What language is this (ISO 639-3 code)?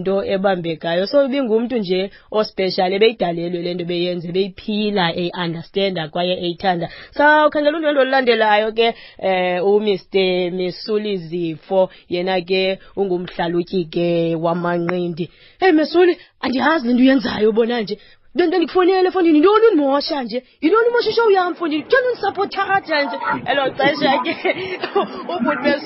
xho